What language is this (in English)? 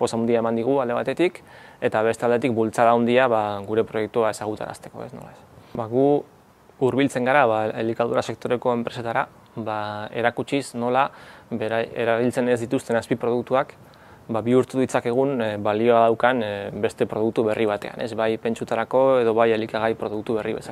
Basque